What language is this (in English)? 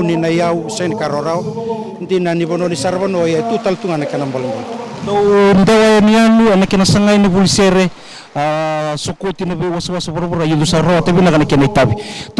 Fijian